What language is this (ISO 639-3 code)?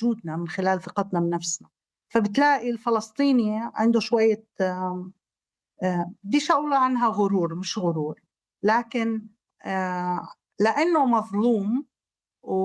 apc